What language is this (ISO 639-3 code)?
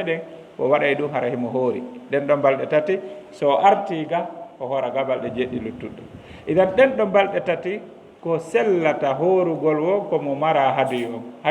ful